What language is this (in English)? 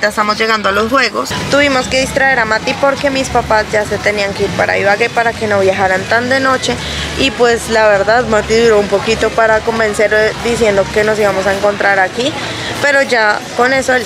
Spanish